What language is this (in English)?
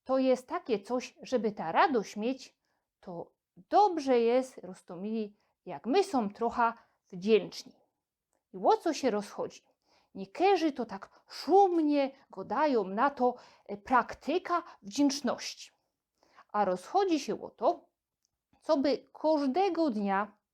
Silesian